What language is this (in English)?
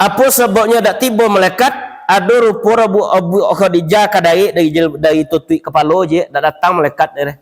Minangkabau